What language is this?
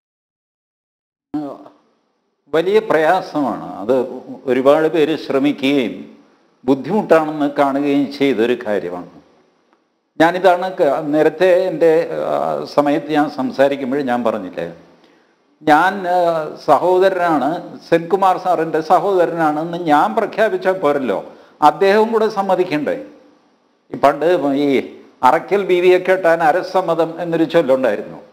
Malayalam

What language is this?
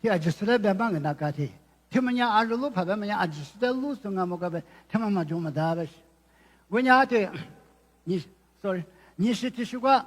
Lisu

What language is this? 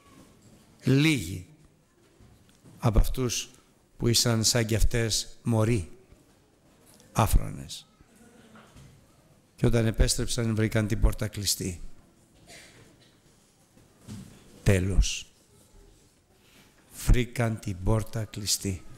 Greek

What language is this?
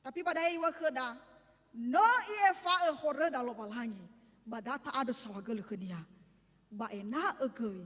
Nias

